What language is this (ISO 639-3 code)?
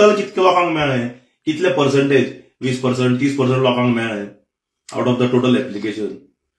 kok